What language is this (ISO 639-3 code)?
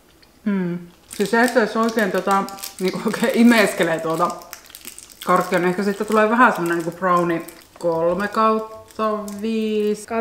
fin